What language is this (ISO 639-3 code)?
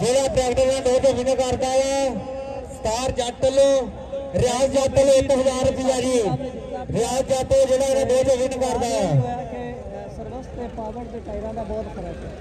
skr